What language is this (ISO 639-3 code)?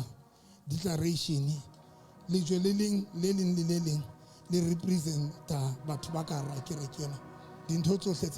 sot